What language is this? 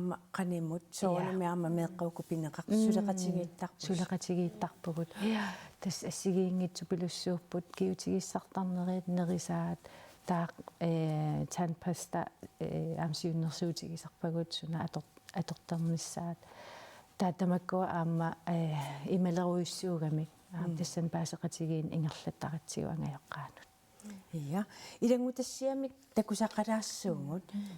Kalaallisut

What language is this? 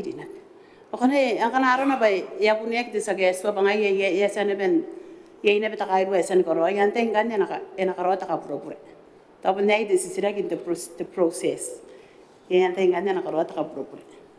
Gilbertese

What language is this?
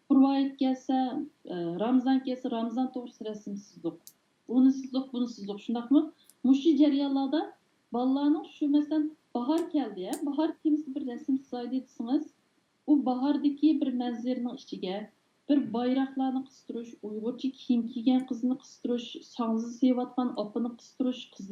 Uyghur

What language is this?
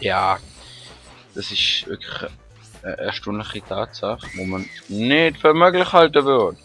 Swiss German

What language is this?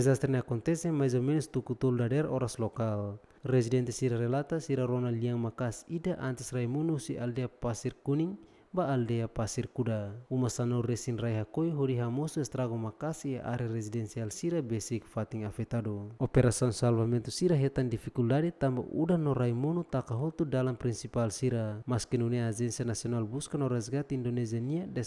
Tetum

